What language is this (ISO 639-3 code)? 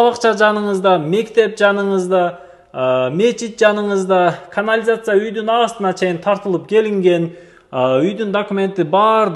kir